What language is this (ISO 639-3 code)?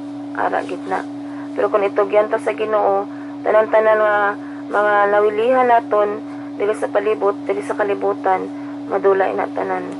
hil